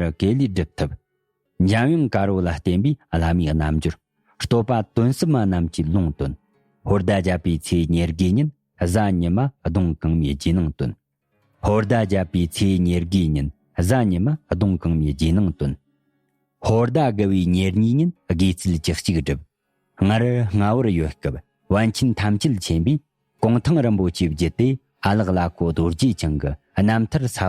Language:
Tibetan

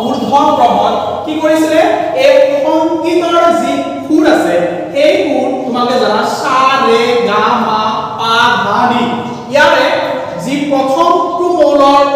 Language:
Assamese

